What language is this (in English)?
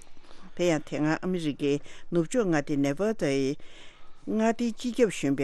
Tibetan